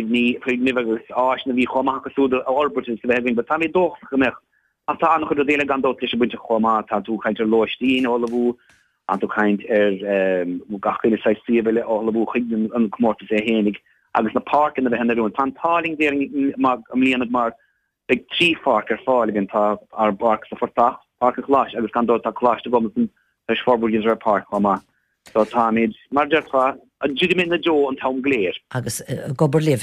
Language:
Irish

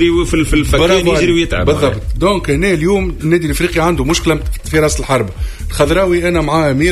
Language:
Tunisian Arabic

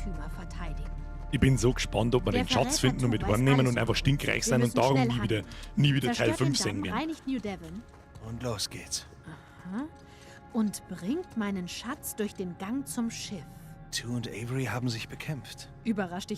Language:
Bavarian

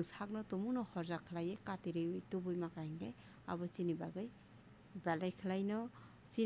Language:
Kok Borok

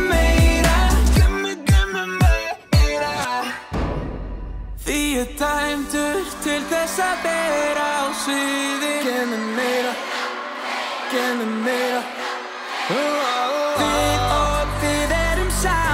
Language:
Icelandic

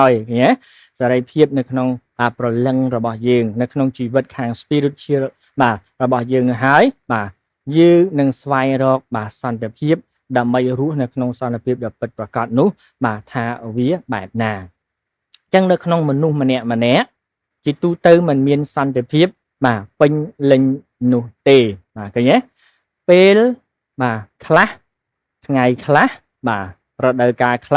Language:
Khmer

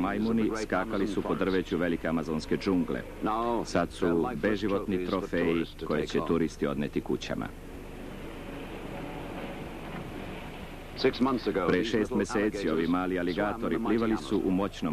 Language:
Serbian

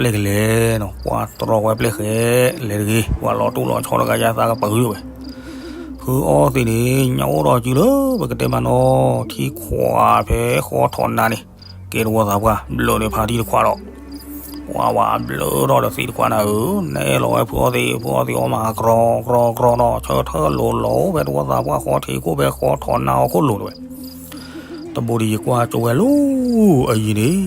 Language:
S'gaw Karen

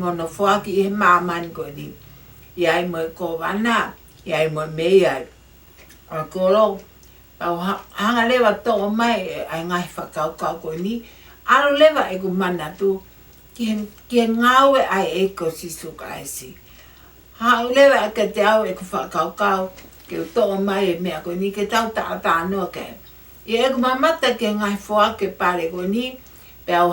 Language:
Tongan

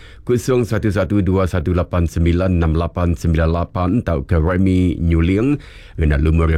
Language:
Iban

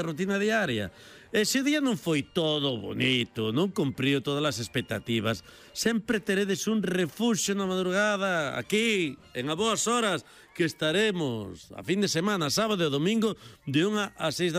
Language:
Galician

